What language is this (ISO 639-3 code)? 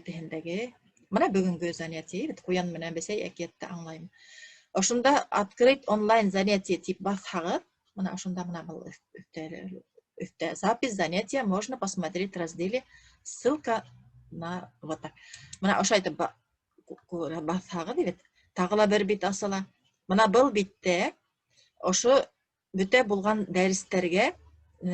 bak